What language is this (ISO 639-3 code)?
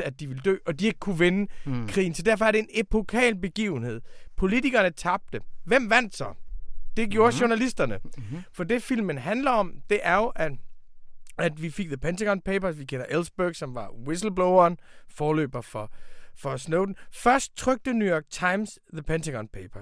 dan